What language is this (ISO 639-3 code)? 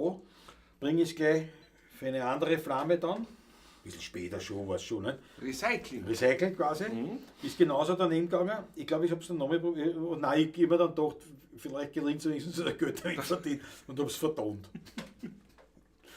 bar